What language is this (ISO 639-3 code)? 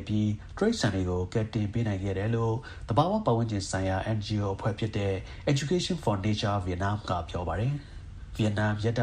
mya